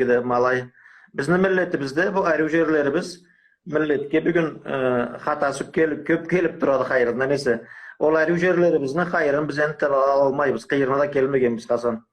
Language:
Karachay-Balkar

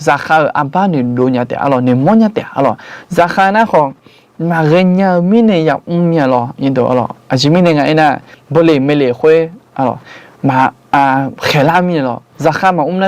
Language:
Akha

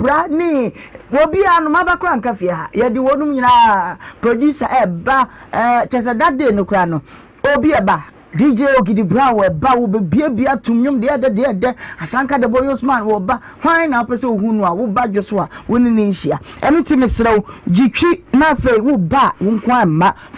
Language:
Akan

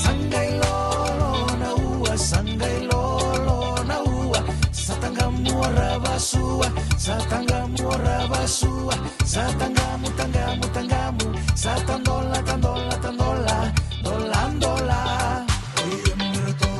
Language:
Fijian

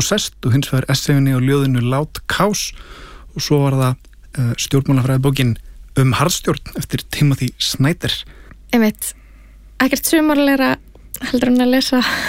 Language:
Icelandic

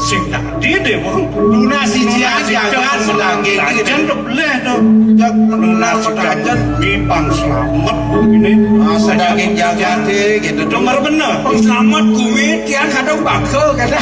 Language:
Balinese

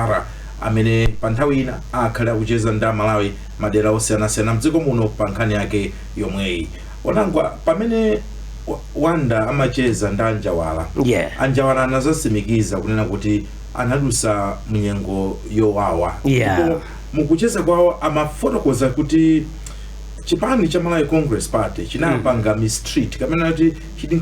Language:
Nyanja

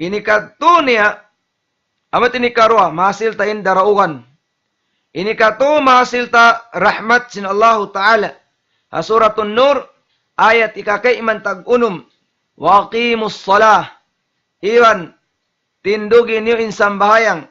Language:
Tausug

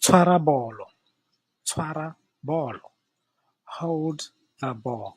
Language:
Tswana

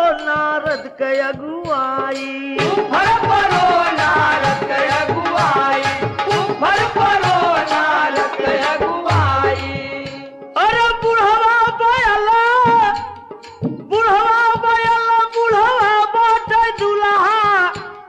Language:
Bhojpuri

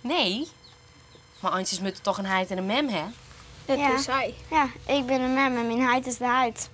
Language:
Western Frisian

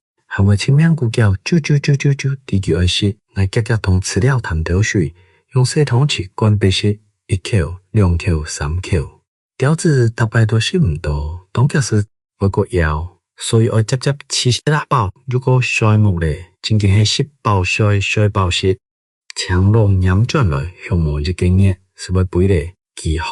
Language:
Hakka Chinese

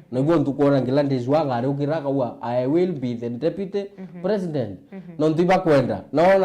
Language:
Meru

